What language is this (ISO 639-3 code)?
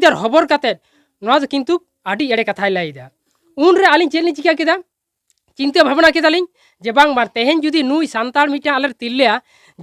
sat